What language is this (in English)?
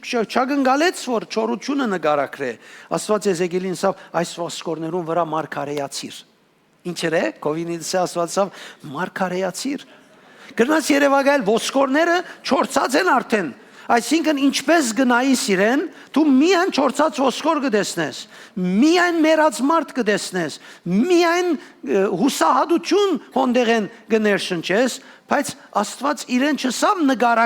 Western Armenian